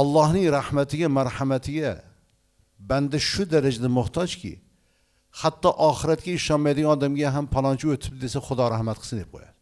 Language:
Uzbek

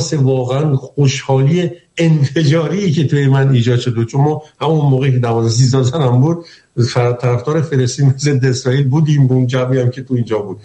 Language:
Persian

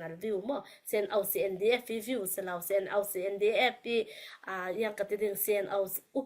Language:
Falam Chin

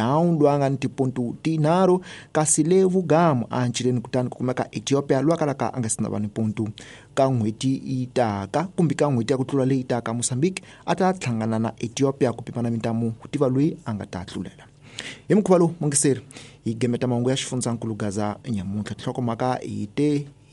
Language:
Tsonga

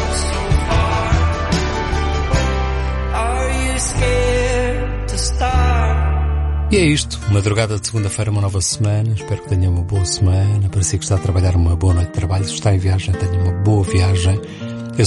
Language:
Portuguese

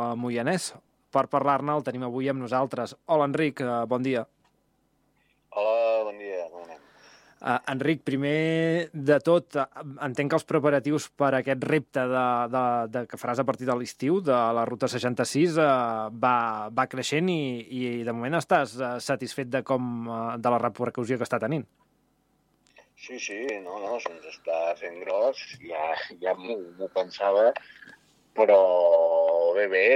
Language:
Catalan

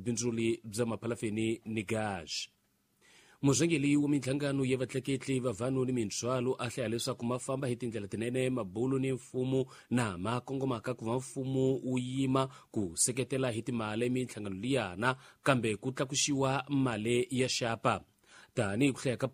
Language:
Tsonga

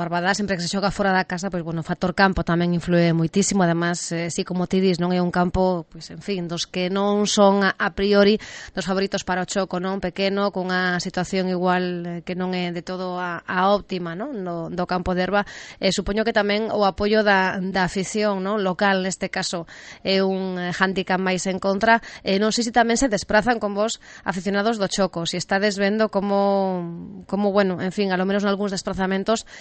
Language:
Galician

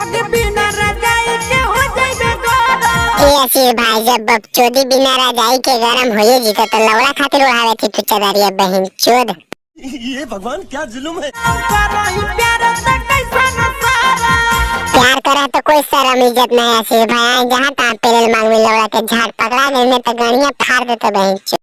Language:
Magahi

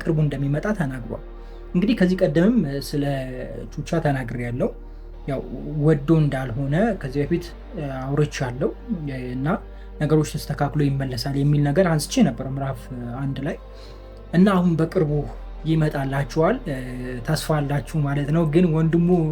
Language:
Amharic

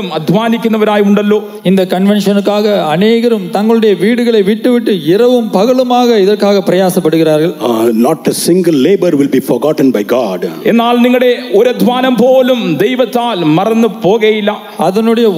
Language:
Malayalam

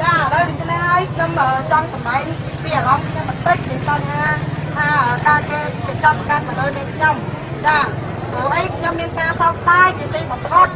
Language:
Khmer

